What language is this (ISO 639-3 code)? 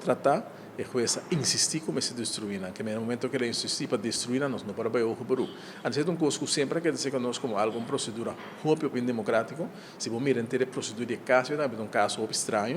pap